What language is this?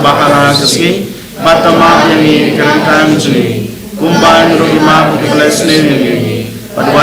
Khasi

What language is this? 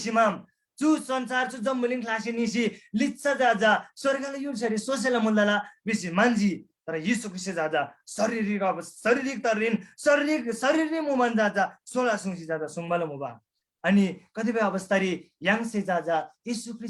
Eastern Tamang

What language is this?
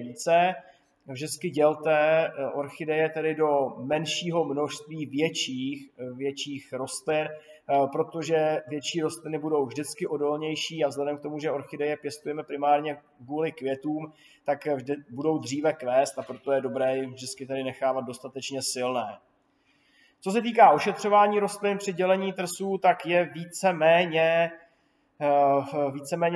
Czech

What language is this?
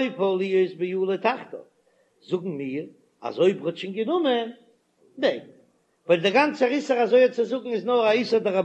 Yiddish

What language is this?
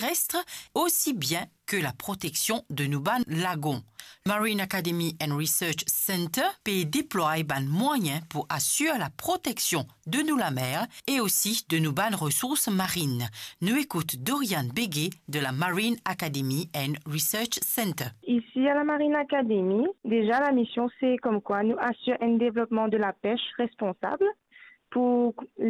Morisyen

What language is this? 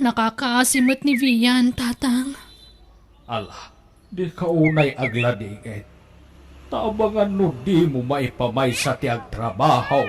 Iloko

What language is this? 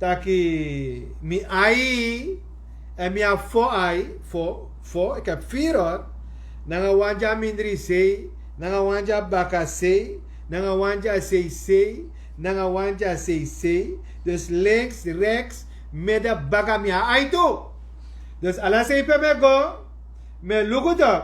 Sranan Tongo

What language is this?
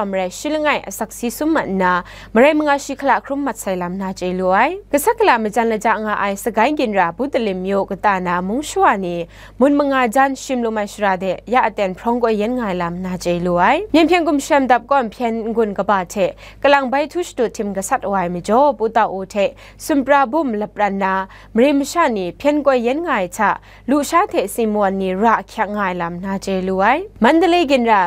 Kachin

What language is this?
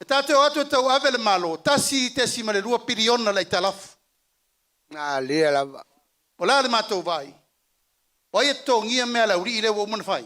Samoan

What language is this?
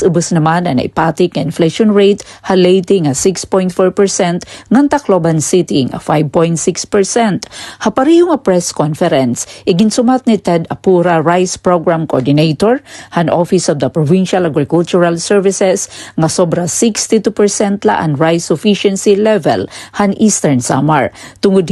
Waray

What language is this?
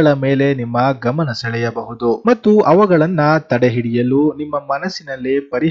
Kannada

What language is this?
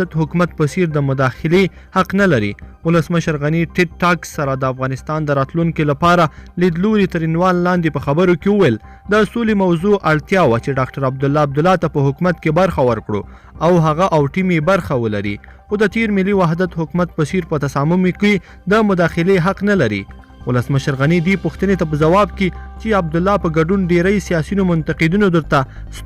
Pashto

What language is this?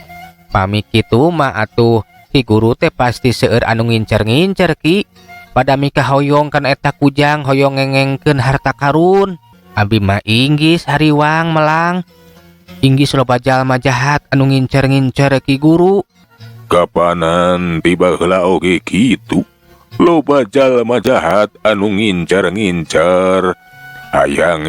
Sundanese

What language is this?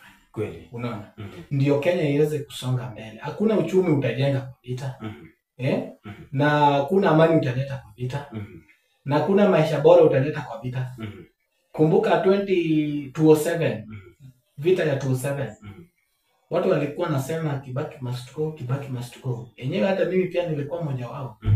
Swahili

